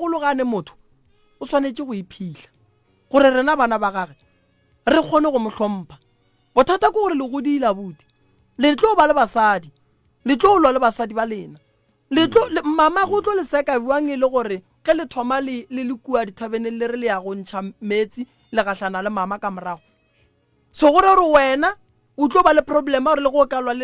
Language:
Northern Sotho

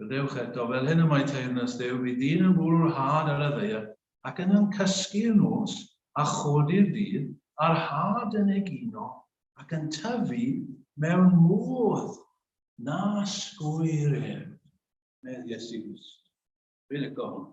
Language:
Welsh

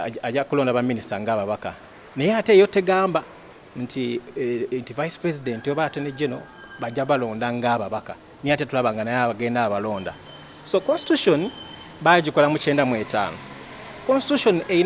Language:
Ganda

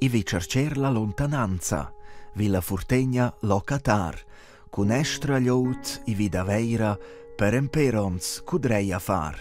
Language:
Romansh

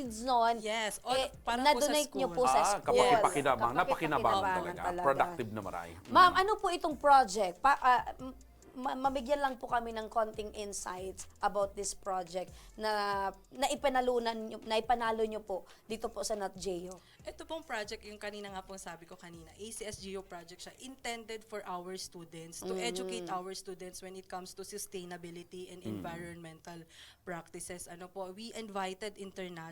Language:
Bikol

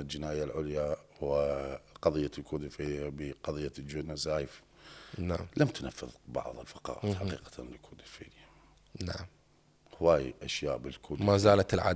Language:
Mesopotamian Arabic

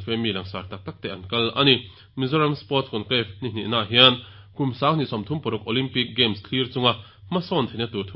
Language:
Mizo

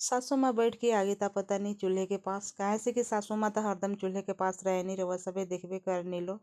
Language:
Bhojpuri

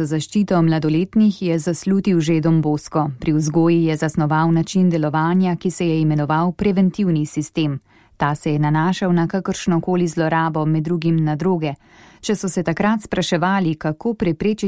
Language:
Slovenian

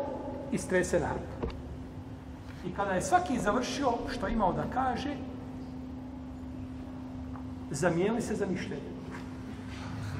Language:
Bosnian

